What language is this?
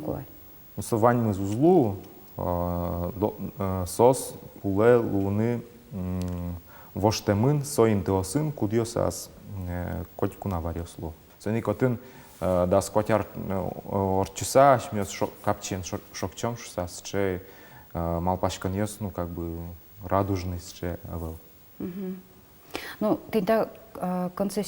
Udmurt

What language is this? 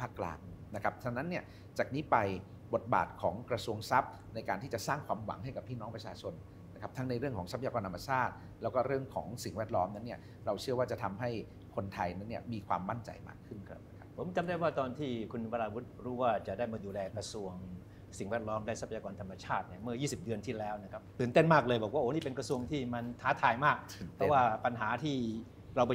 Thai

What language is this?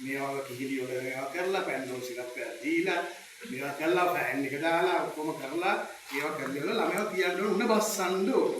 Sinhala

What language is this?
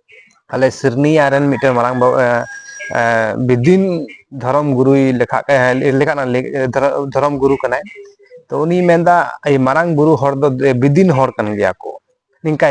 Santali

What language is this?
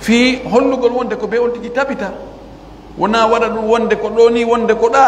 Pular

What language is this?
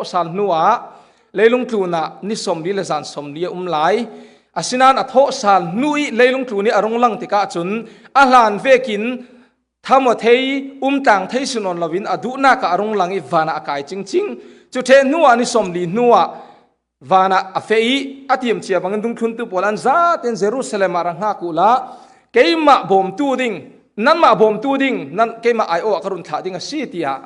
Falam Chin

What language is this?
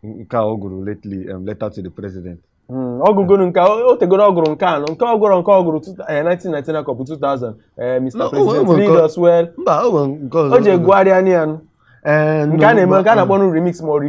Igbo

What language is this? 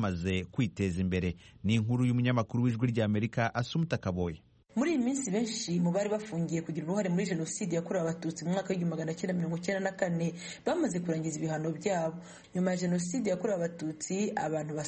Kinyarwanda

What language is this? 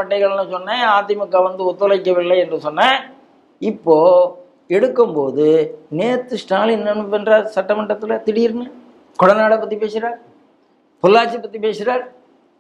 Tamil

